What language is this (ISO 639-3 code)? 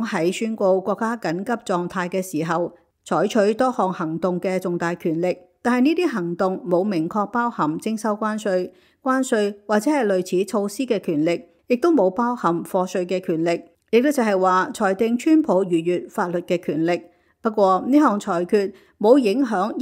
yue